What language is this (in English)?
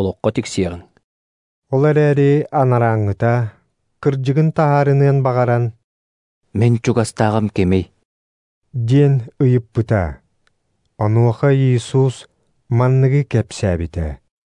Yakut